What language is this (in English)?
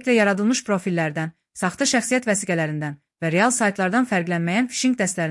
Azerbaijani